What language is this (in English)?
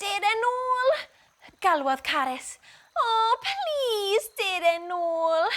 Welsh